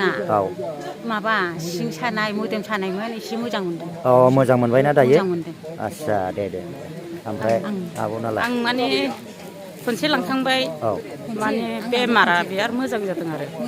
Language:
Bodo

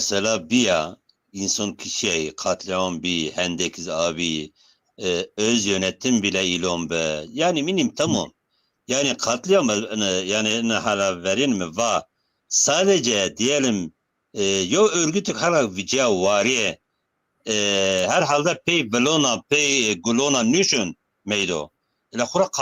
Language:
Zaza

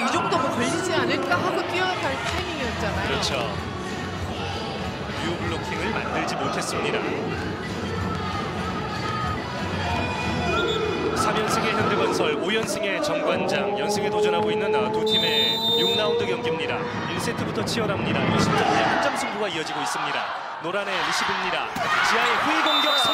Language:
Korean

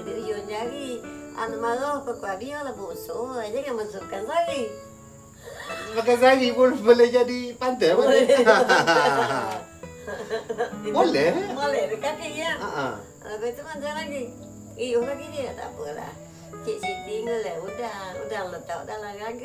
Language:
Malay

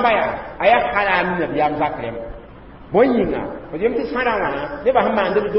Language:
Mossi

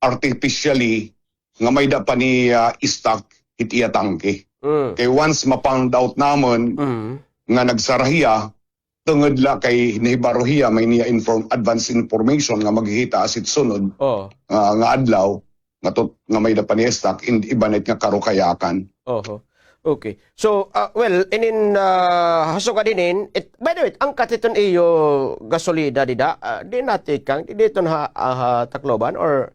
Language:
Waray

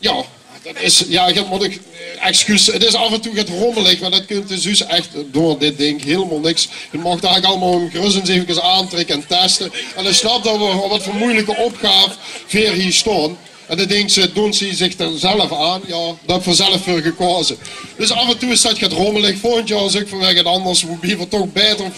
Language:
Limburgish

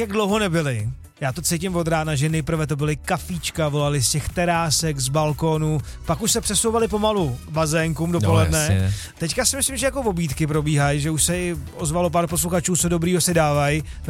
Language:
Czech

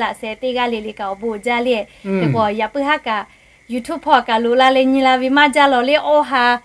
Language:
Lahu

